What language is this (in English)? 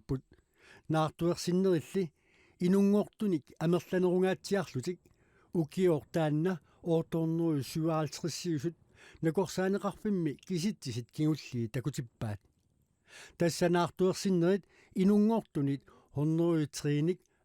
Kalaallisut